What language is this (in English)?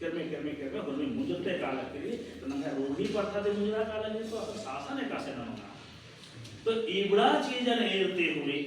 Kurukh